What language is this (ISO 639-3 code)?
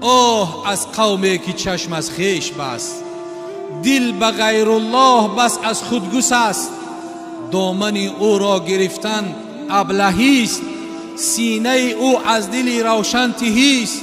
tgk